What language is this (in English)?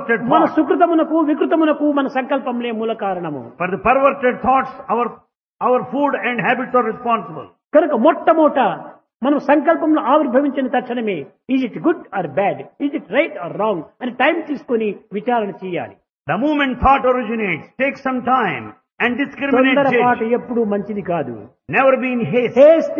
Telugu